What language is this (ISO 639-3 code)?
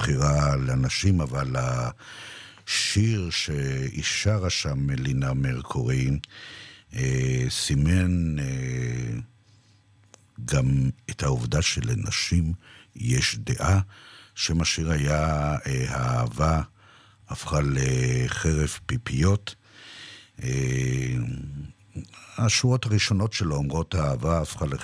heb